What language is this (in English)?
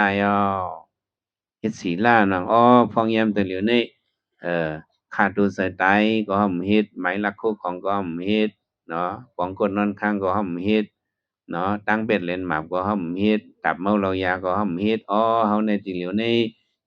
Shan